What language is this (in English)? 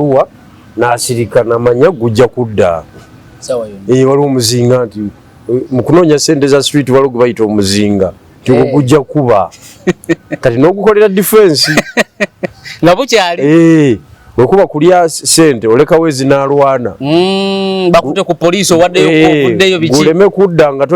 Ganda